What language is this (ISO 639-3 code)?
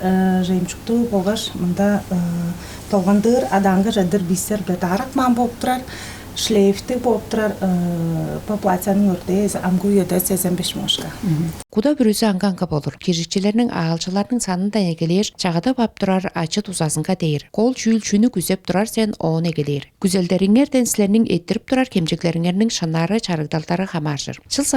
tyv